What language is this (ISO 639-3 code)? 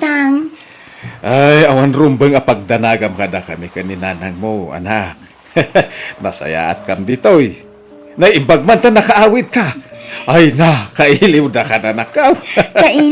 ilo